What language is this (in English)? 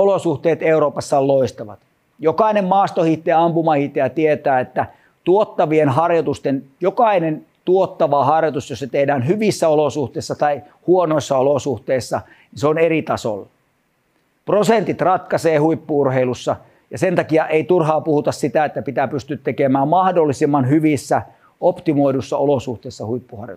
Finnish